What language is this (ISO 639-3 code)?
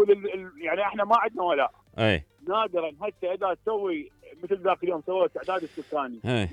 acm